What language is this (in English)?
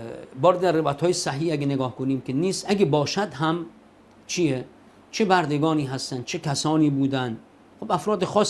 Persian